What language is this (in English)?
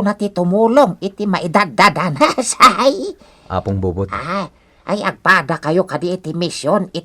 Iloko